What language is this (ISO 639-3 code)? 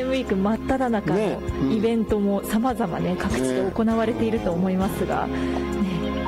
jpn